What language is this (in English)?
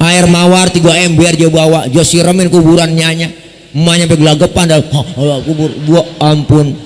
Betawi